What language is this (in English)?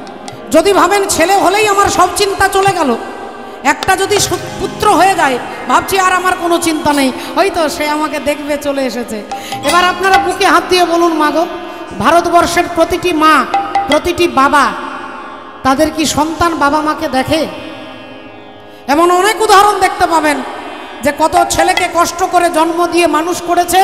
Bangla